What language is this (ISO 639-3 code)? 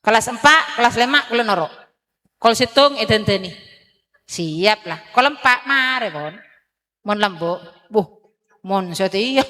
mad